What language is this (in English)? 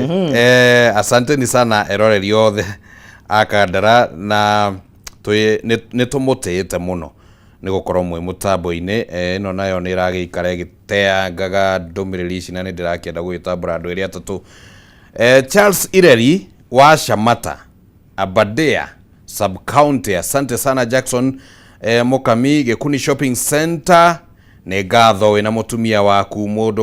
Kikuyu